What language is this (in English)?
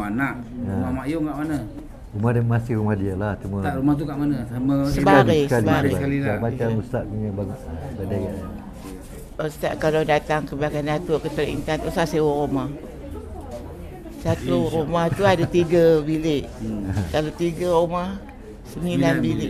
Malay